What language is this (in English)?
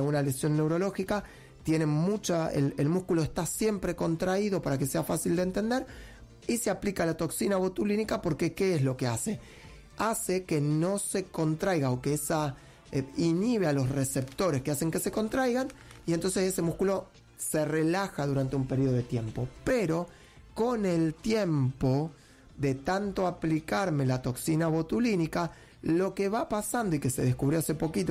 Spanish